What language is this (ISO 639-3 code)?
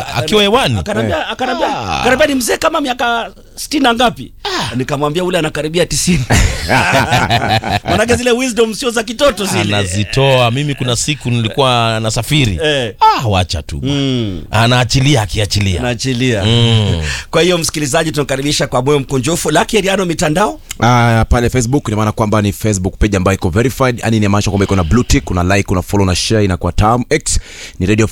swa